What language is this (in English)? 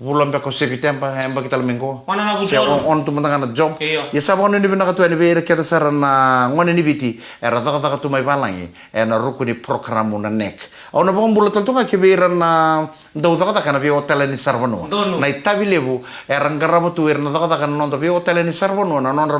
Fijian